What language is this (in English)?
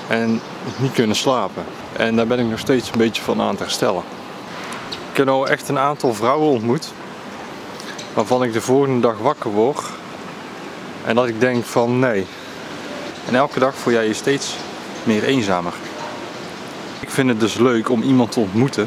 Dutch